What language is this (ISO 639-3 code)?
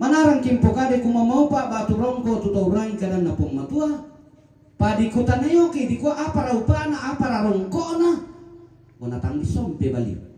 sda